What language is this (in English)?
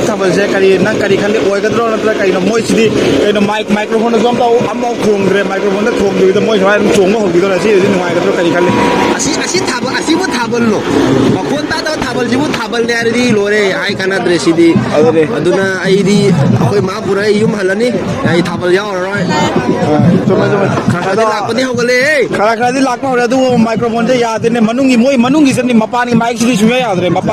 Manipuri